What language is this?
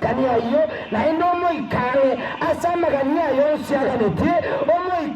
Gusii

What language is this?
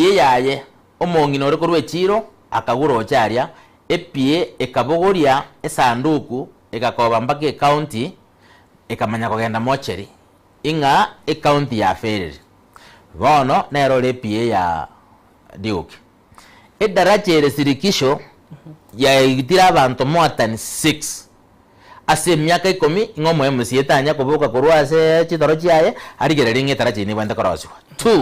Gusii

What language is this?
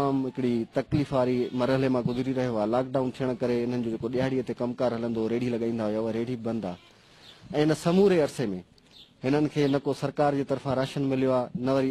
Sindhi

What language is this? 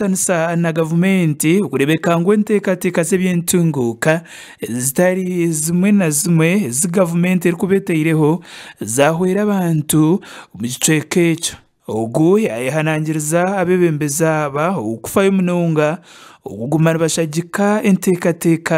Nyankole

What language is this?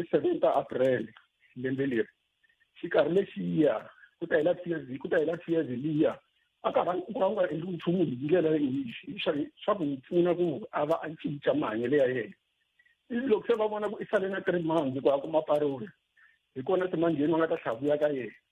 Tsonga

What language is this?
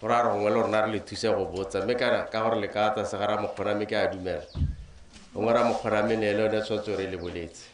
Tswana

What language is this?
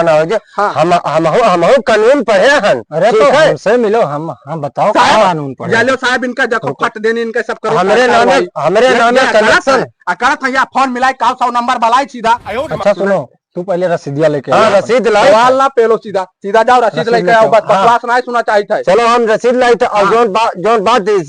Awadhi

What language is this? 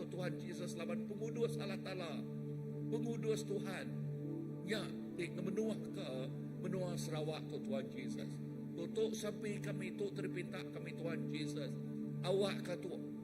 Iban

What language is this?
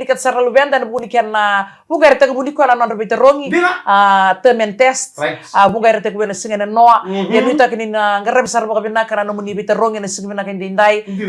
Fijian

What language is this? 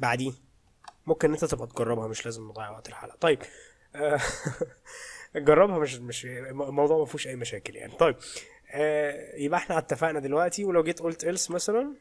Egyptian Arabic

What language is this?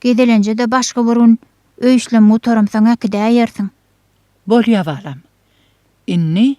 Turkmen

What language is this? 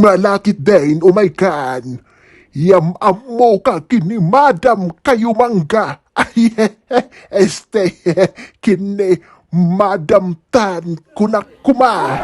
Iloko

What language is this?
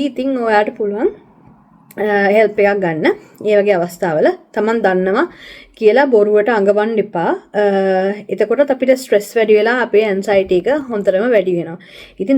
Sinhala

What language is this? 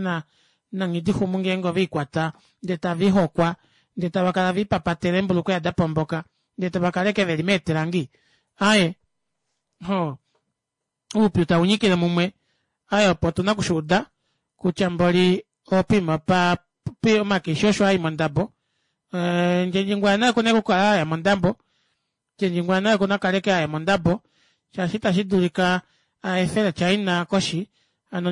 Kuanyama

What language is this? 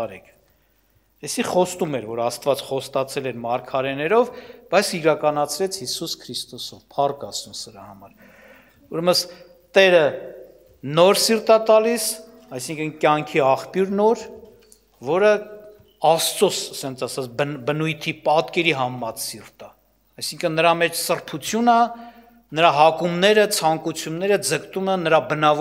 Armenian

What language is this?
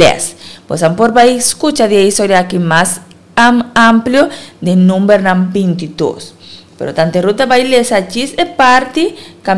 Papiamento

